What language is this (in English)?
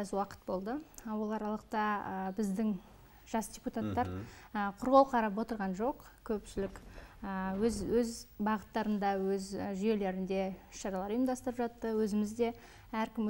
Kazakh